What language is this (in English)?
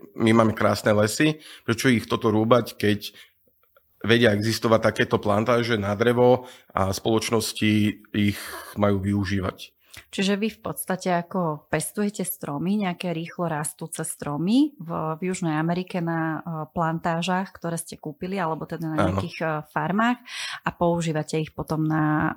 Slovak